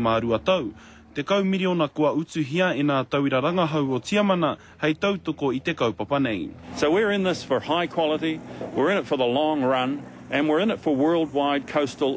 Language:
Māori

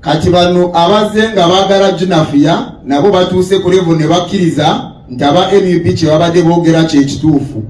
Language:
Ganda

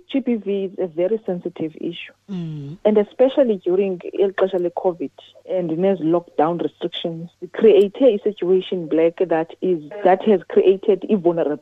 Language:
Xhosa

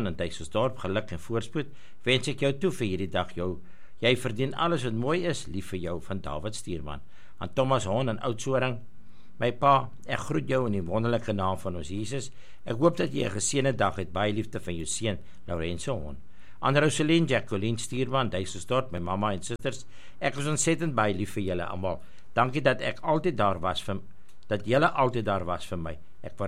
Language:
Afrikaans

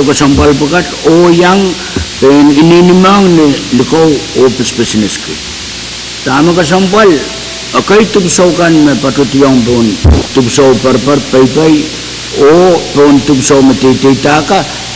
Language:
Pohnpeian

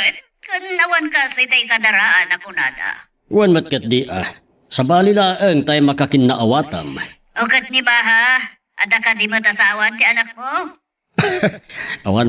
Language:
Iloko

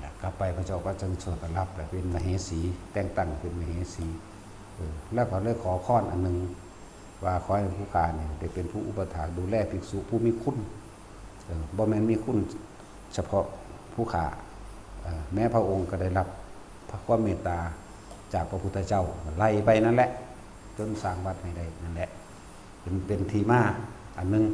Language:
Lao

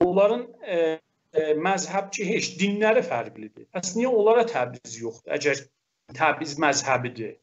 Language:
South Azerbaijani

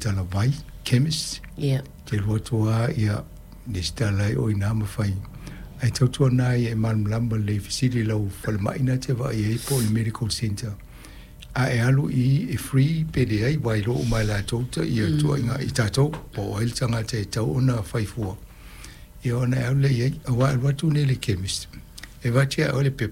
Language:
Samoan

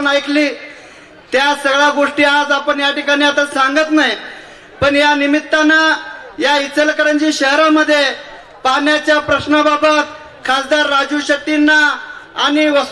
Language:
Marathi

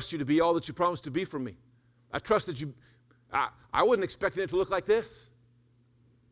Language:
English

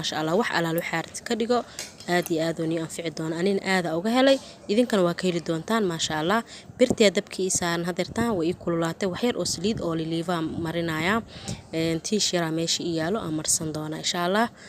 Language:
Somali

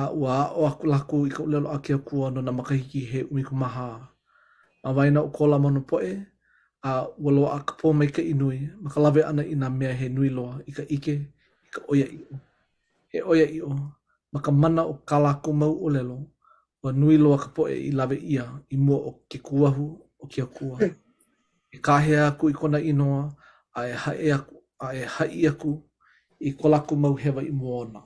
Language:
Hawaiian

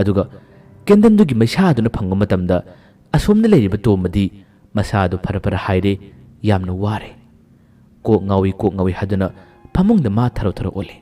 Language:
Manipuri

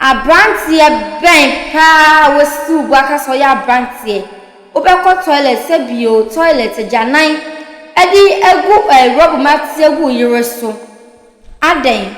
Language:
Akan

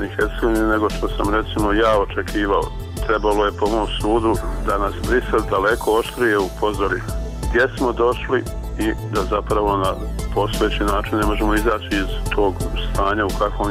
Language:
Bosnian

